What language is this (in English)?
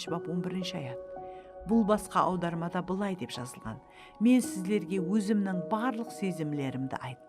Kara-Kalpak